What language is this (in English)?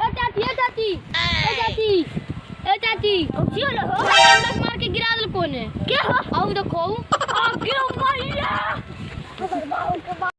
Magahi